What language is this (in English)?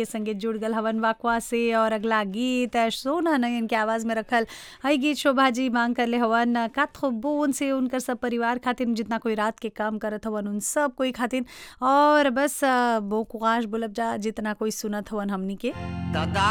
Bhojpuri